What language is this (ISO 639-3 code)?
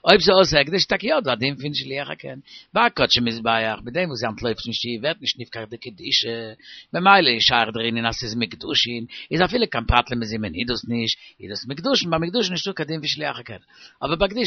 yid